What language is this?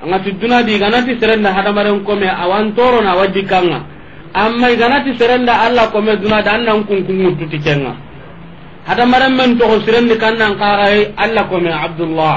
Soninke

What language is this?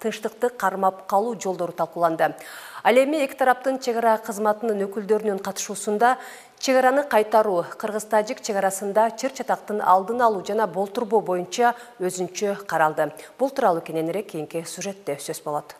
Kyrgyz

